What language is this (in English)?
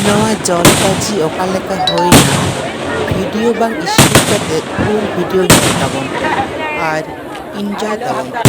Santali